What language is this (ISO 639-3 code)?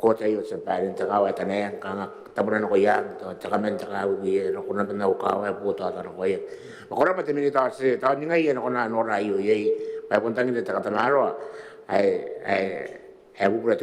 gil